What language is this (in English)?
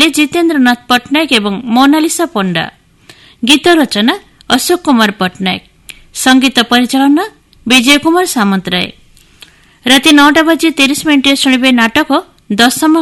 Odia